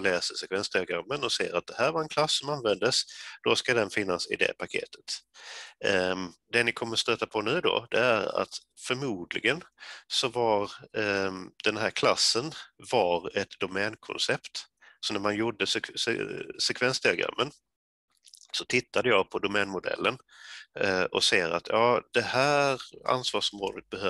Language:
Swedish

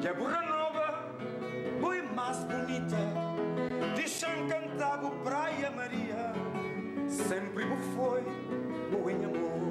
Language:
Kabuverdianu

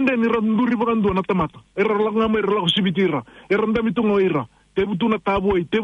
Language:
Fijian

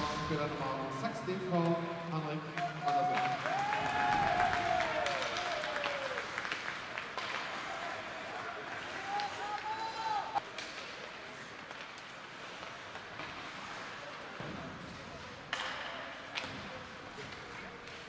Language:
Norwegian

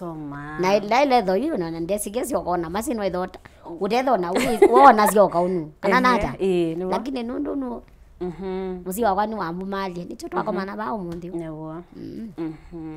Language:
Kamba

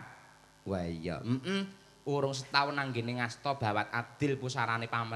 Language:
Javanese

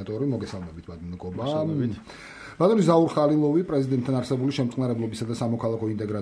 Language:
Georgian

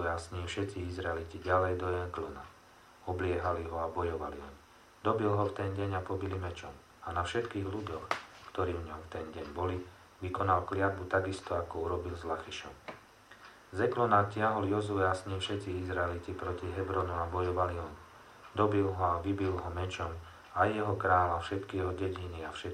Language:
Slovak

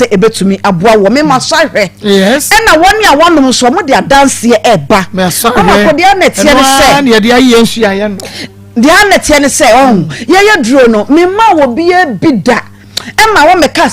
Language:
Akan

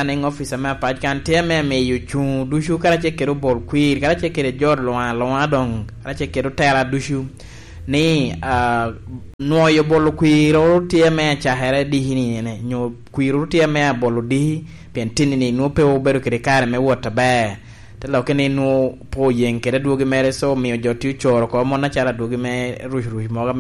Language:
Lango (Uganda)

